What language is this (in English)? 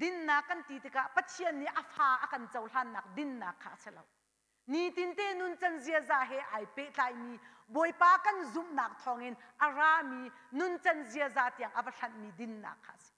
Hakha Chin